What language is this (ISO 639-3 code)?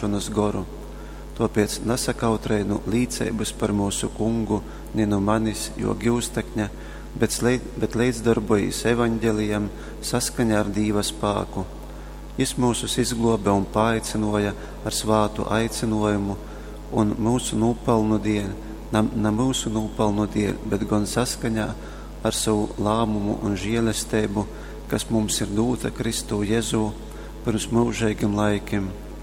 ltg